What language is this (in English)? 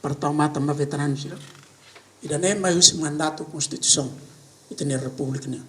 Tetum